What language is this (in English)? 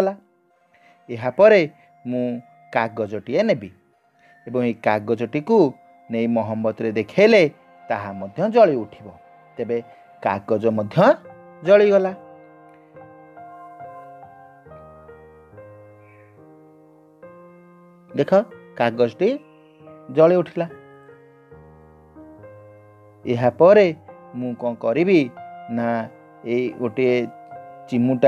Odia